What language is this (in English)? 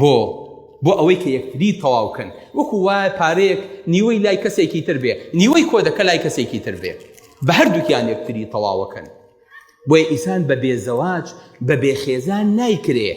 Central Kurdish